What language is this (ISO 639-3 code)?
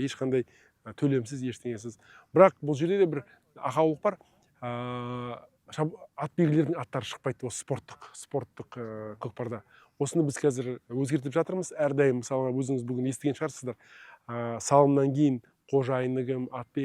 kaz